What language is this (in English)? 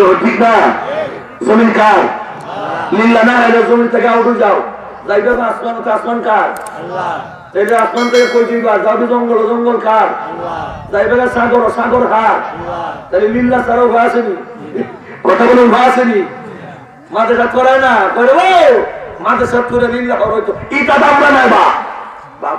Sylheti